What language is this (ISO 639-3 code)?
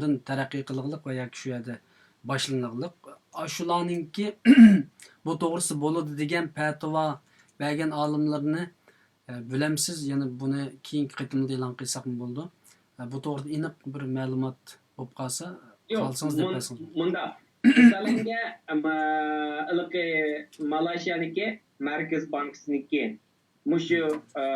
uig